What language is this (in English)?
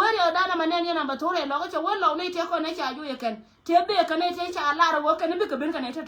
Nuer